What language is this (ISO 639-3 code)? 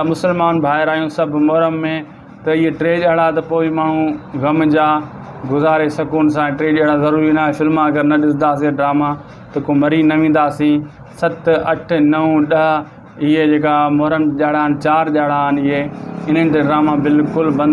snd